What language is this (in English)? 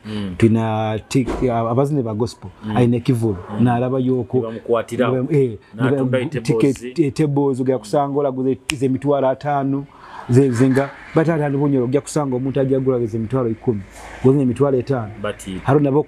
Nyoro